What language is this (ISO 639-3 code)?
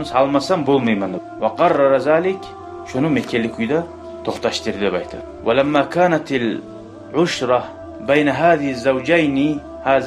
kum